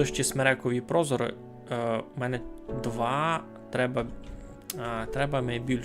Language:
Rusyn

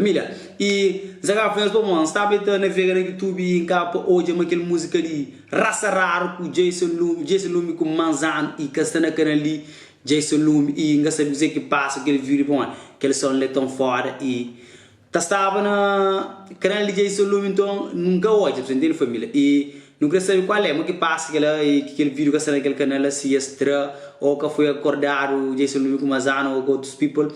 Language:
Kabuverdianu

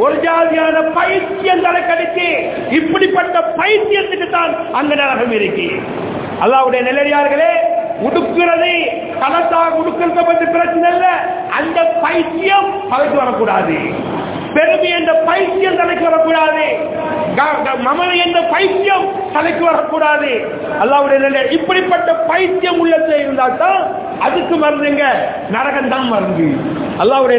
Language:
Tamil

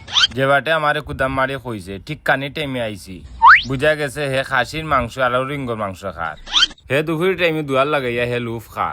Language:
Sylheti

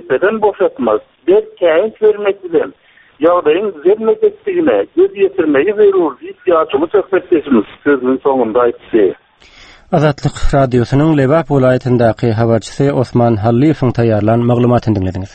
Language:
Turkmen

